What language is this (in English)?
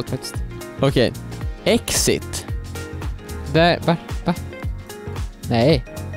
Swedish